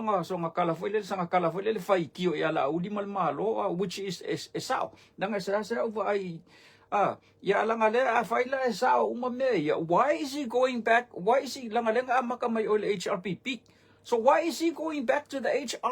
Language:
Samoan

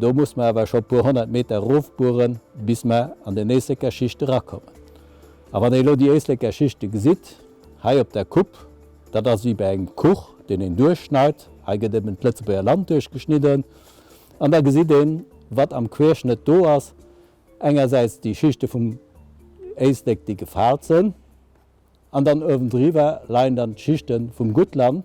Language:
Luxembourgish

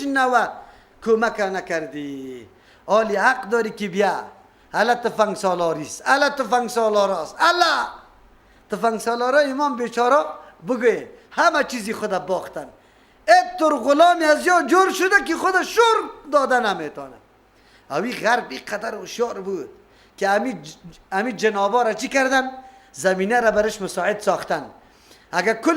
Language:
Persian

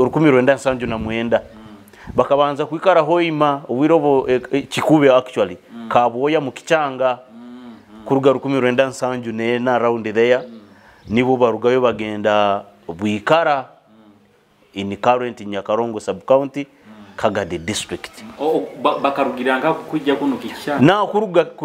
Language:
Nyoro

